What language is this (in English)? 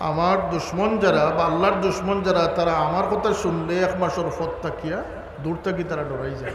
Sylheti